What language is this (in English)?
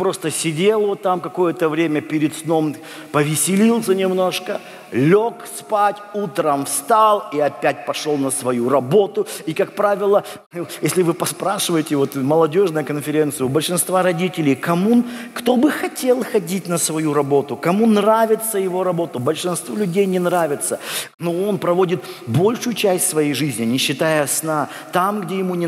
Russian